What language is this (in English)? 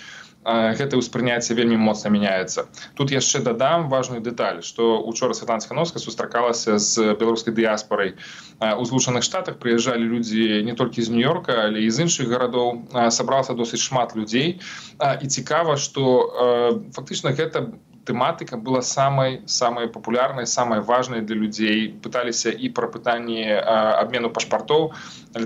Belarusian